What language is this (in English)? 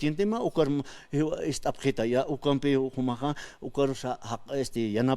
Aymara